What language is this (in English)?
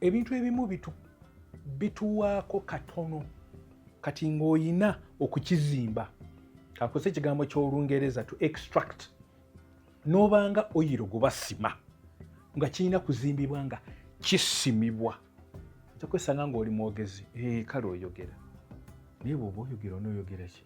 Ganda